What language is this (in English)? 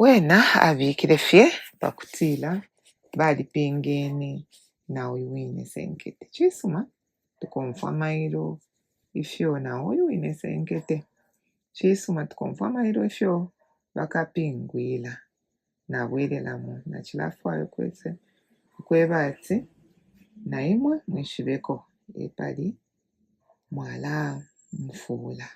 Bemba